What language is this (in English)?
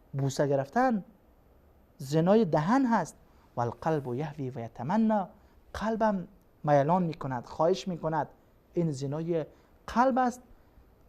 Persian